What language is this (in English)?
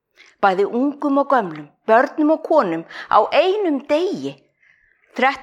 Icelandic